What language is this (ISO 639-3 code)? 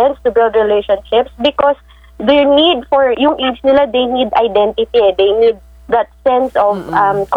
fil